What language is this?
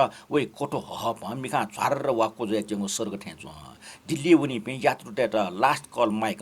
Newari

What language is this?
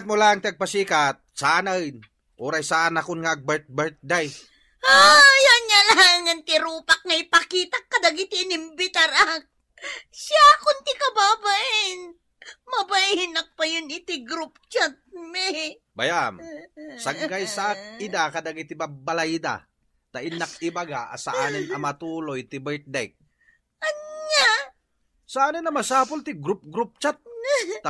Iloko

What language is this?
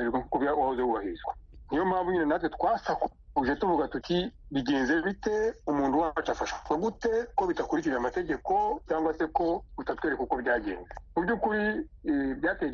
Kinyarwanda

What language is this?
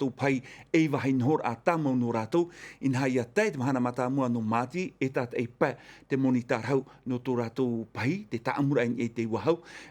Tahitian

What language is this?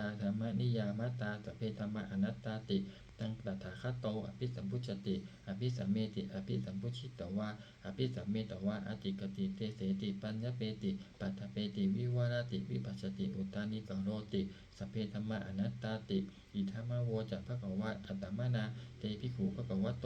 Pali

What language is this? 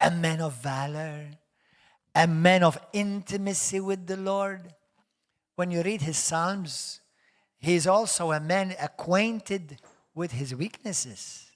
English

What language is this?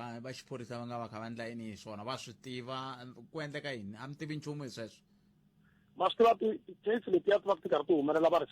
Tsonga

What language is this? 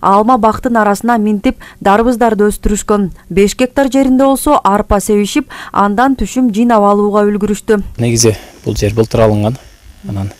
Kyrgyz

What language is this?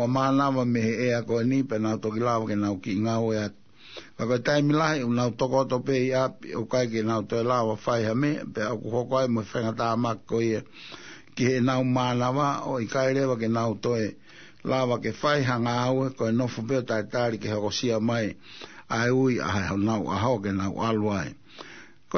Tongan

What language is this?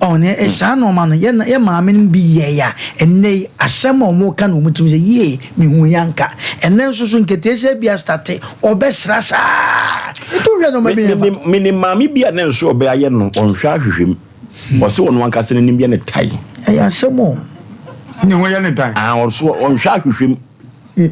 Akan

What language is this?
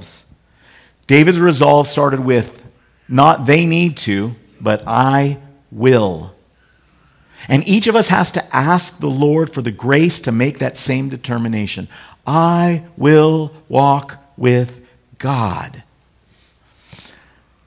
English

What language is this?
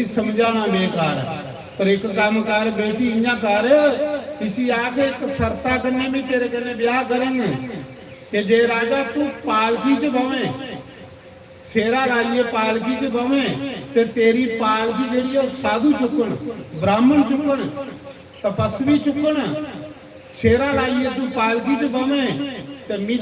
Dogri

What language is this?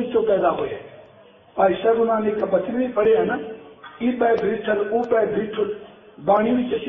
Punjabi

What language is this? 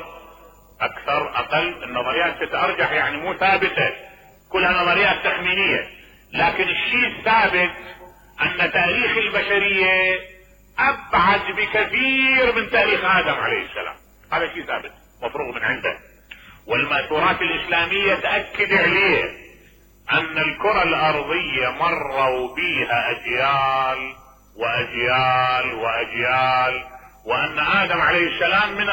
Mesopotamian Arabic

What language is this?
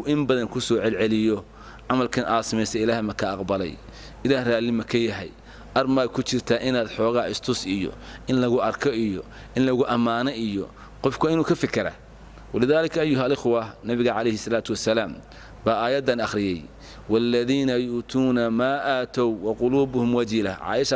Somali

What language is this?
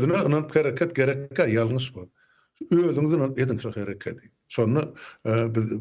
Turkmen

